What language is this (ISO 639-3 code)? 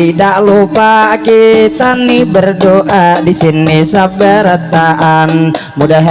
bjn